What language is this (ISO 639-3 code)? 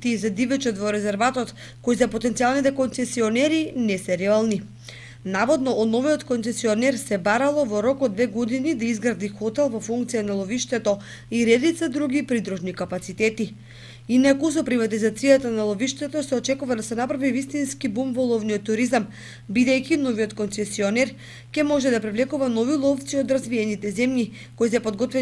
mkd